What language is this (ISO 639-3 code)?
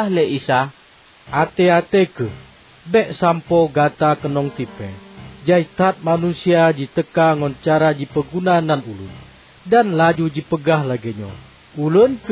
ace